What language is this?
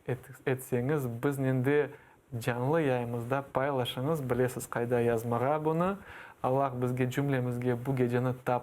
Crimean Tatar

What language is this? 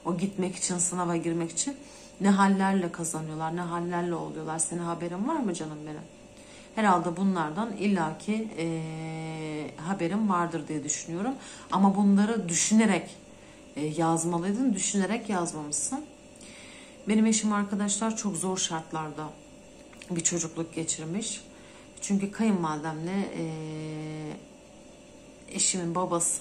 Turkish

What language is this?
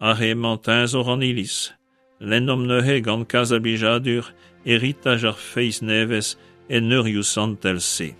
Breton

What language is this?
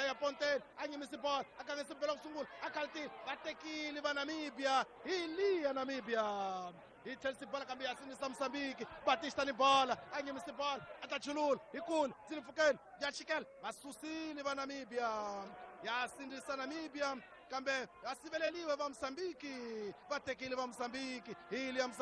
Tsonga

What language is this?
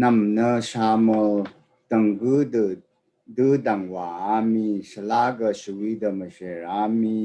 Rawang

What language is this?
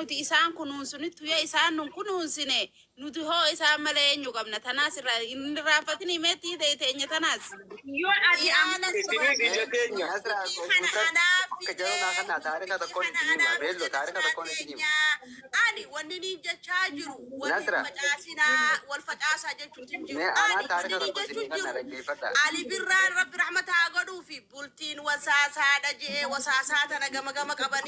Oromo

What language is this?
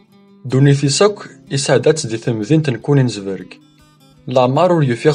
Kabyle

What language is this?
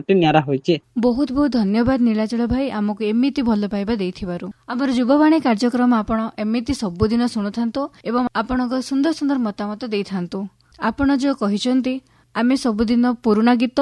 Odia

